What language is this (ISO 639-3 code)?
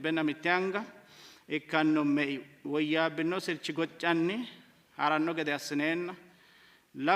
sid